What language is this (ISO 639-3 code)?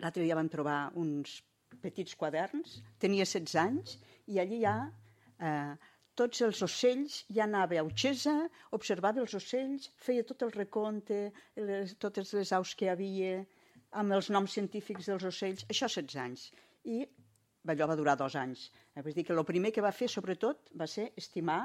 cat